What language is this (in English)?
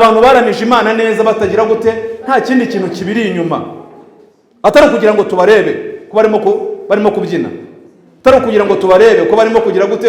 Kinyarwanda